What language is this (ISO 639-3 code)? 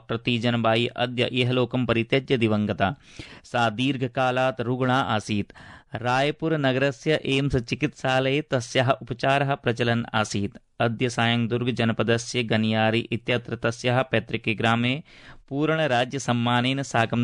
san